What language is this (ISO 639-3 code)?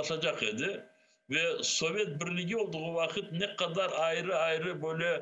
crh